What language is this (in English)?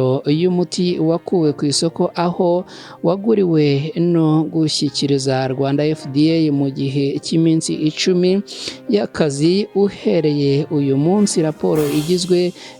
Kinyarwanda